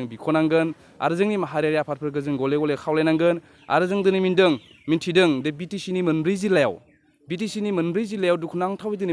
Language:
Bodo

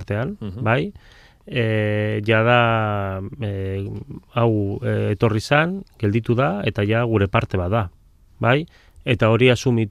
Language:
Basque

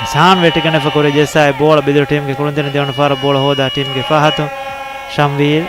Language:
Divehi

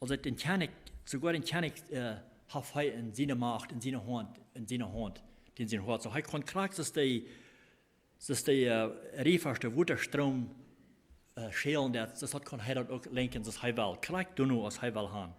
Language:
Plautdietsch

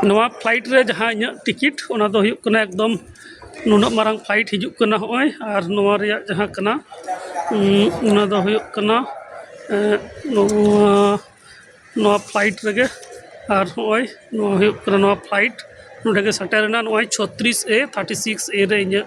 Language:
Santali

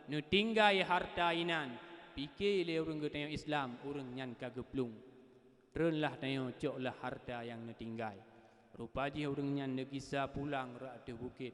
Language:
Achinese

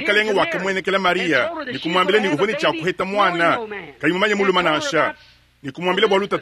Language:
Luba-Lulua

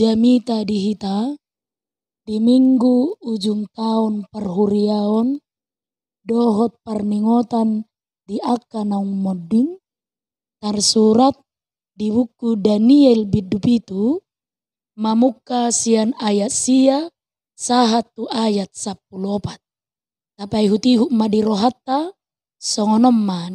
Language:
Batak Toba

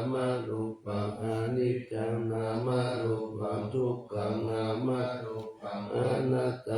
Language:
Pali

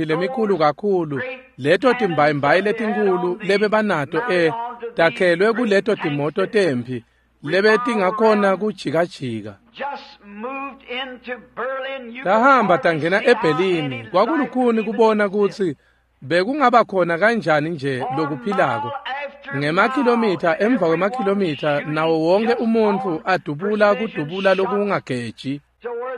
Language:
Swati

